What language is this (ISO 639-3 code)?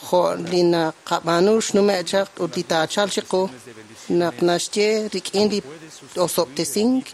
kek